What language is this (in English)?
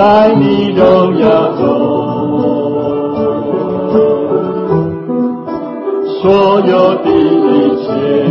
Chinese